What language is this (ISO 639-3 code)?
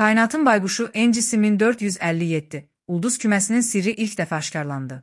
aze